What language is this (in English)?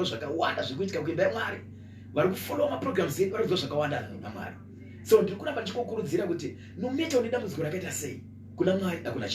Shona